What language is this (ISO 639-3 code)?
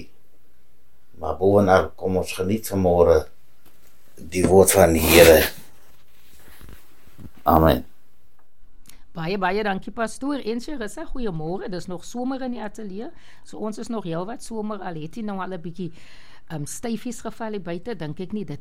afr